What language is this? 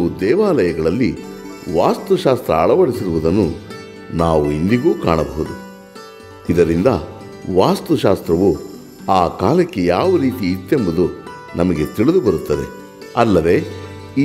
Kannada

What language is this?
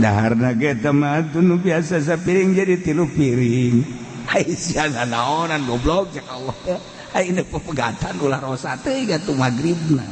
Sundanese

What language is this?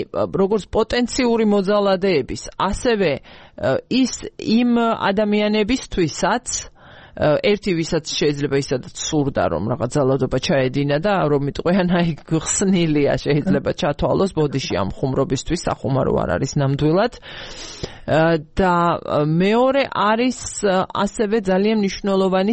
Georgian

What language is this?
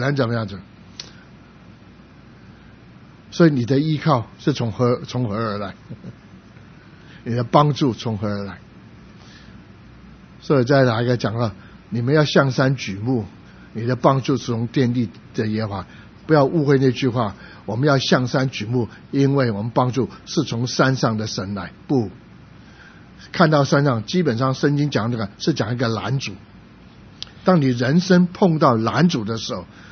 Chinese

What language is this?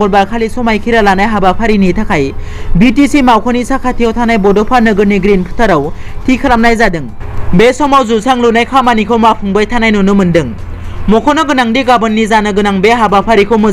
Bodo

